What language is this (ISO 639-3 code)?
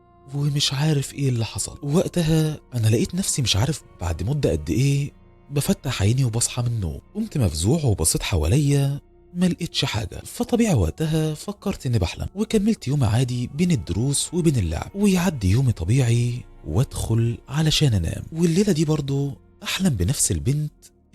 arz